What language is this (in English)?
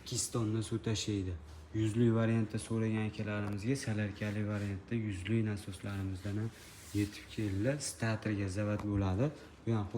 Uzbek